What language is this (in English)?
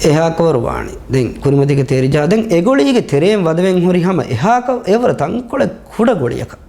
Divehi